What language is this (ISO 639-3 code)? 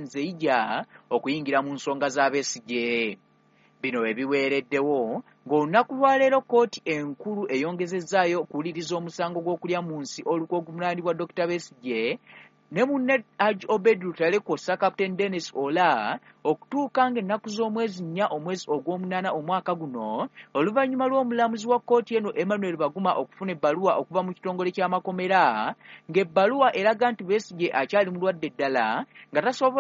lug